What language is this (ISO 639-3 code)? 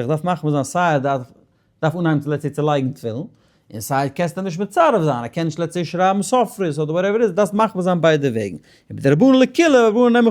yid